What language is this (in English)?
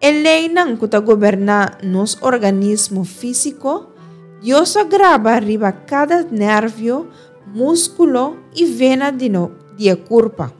Papiamento